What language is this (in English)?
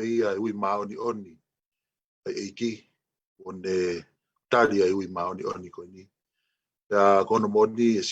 Tongan